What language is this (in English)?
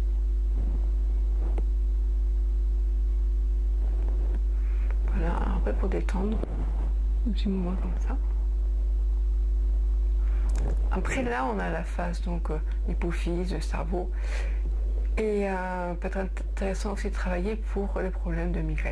French